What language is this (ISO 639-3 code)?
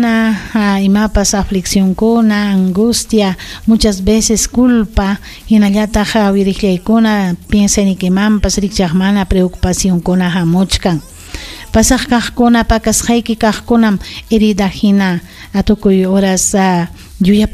quy